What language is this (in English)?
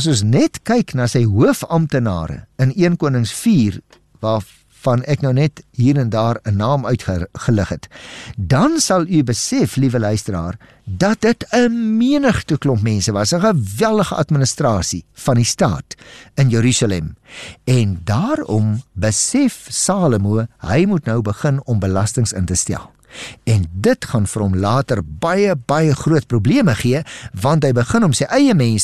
Afrikaans